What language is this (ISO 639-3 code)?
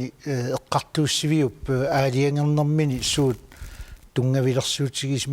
kal